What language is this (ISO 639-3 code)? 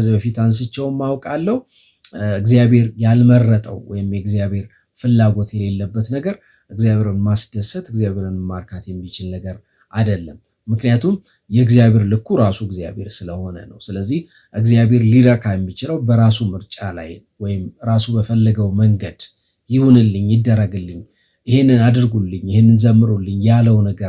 amh